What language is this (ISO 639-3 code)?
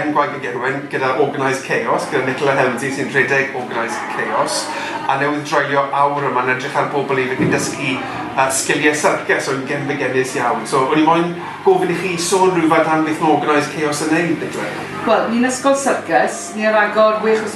cym